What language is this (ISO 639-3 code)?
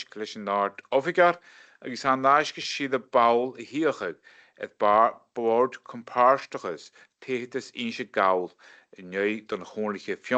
gla